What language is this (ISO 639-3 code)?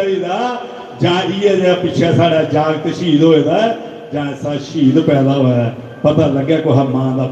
doi